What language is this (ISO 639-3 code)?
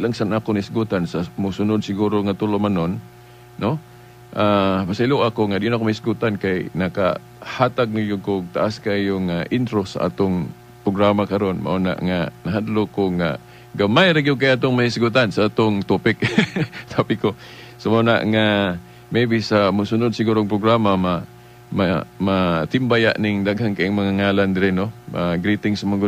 ceb